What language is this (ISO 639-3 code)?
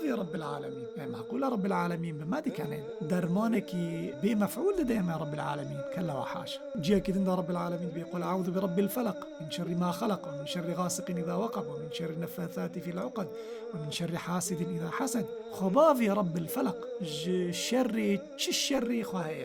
kur